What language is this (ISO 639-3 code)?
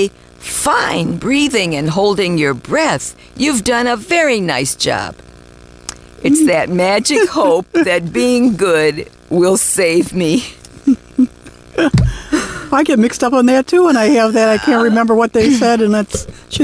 eng